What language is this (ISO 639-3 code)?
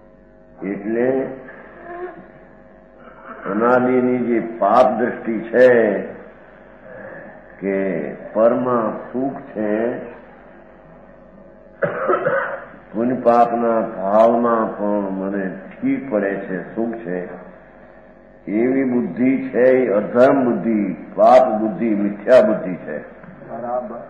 guj